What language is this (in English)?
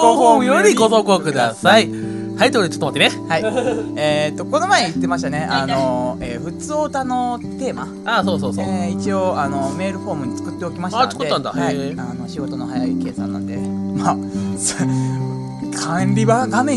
Japanese